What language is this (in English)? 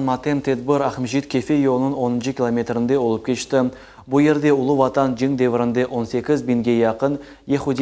Crimean Tatar